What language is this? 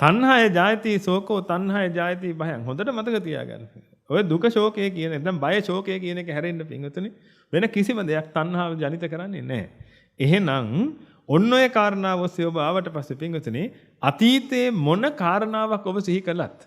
Sinhala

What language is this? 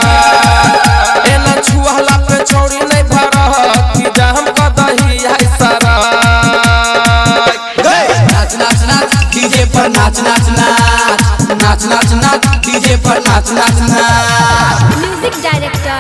Bhojpuri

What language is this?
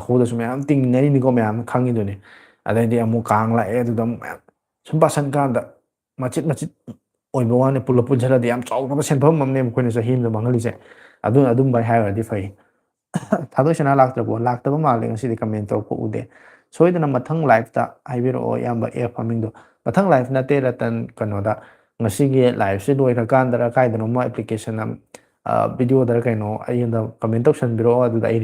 Manipuri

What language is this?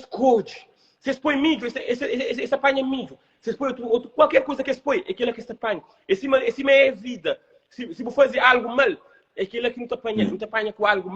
Kabuverdianu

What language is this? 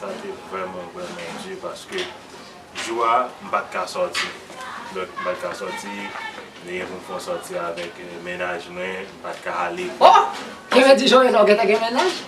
Haitian Creole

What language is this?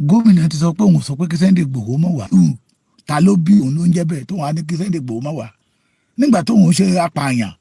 Yoruba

